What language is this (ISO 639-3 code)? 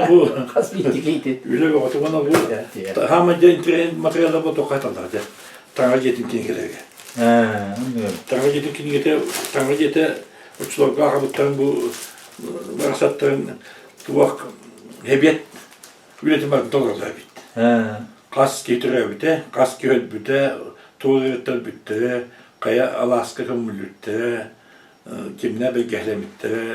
sah